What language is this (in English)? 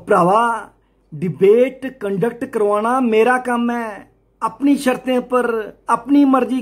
Dogri